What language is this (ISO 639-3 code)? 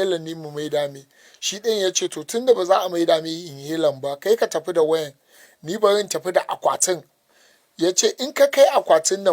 hau